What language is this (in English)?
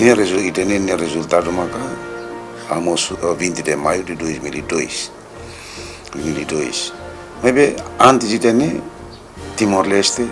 Tetum